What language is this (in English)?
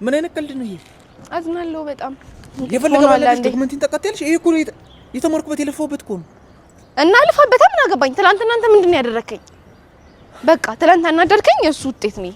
Amharic